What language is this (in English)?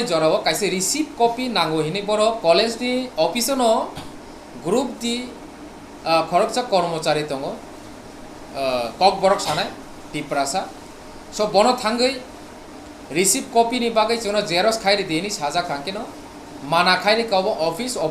Kok Borok